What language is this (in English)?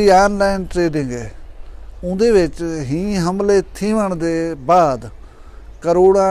Saraiki